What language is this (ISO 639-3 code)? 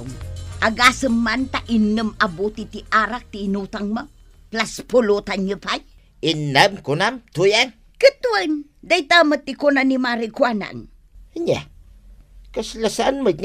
ilo